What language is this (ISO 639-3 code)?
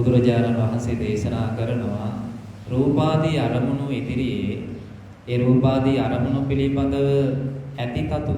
sin